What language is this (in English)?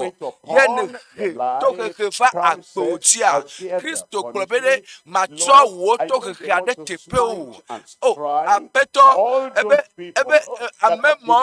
Ewe